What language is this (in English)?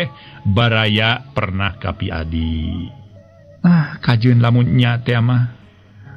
Sundanese